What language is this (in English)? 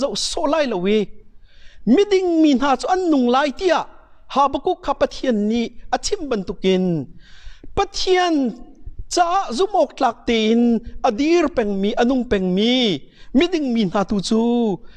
Hakha Chin